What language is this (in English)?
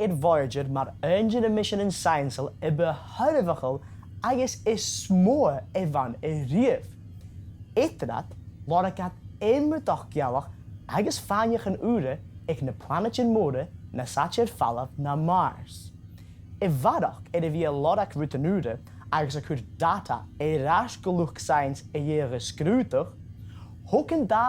Scottish Gaelic